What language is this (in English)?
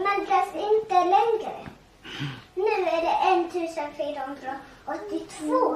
Faroese